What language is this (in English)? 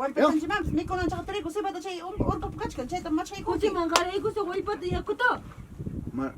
Ayacucho Quechua